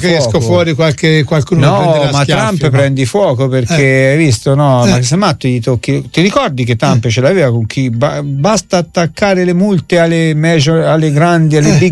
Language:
Italian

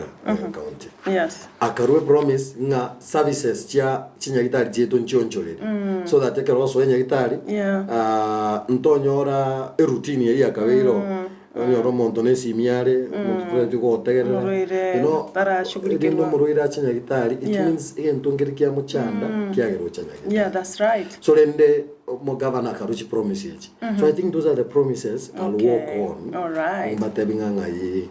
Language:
Gusii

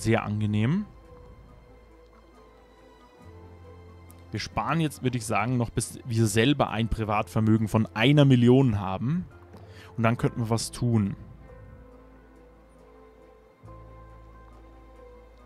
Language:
German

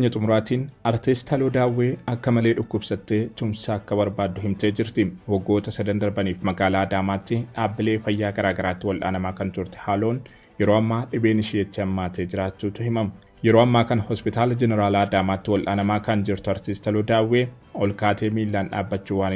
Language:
Oromo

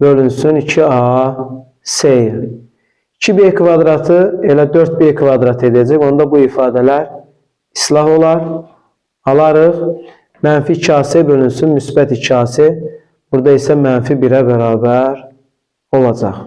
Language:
Azerbaijani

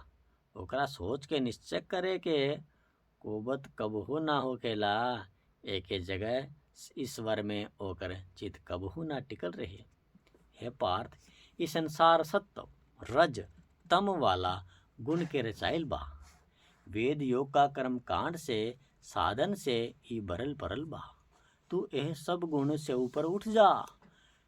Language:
Bhojpuri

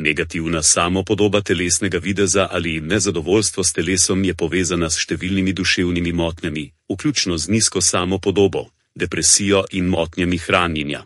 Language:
Slovenian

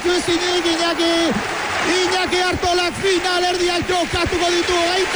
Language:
Basque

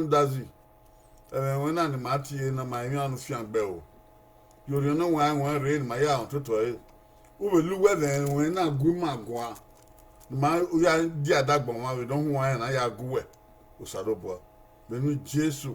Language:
Bini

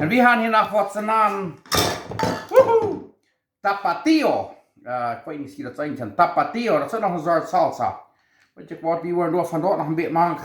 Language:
Plautdietsch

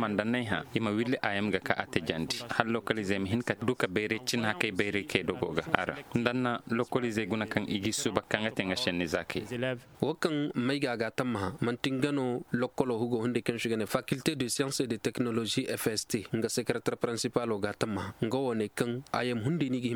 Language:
Koyraboro Senni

